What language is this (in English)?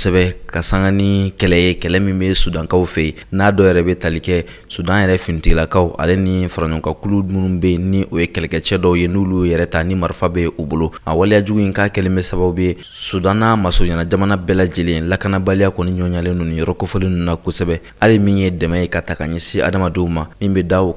Bambara